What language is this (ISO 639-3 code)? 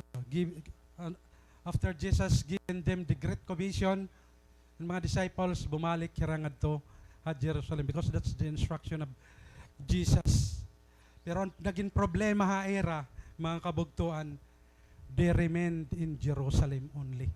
war